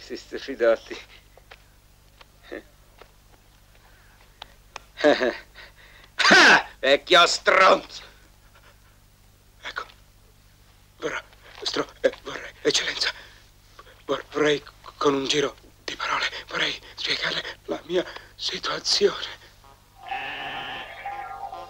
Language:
Italian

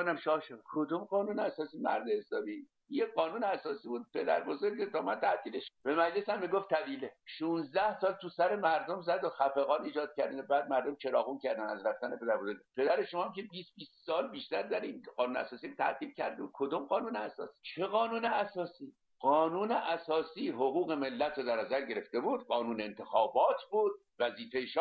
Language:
Persian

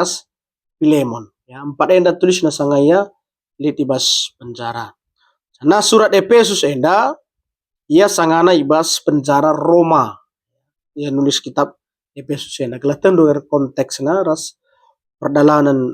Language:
Batak Karo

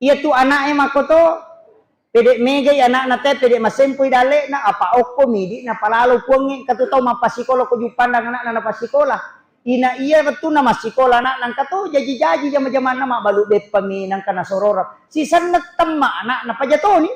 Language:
Buginese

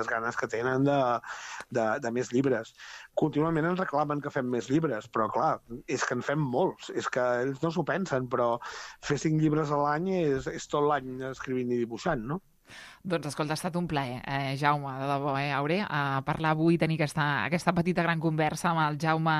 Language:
Catalan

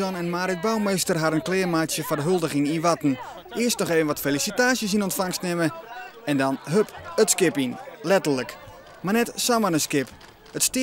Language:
Western Frisian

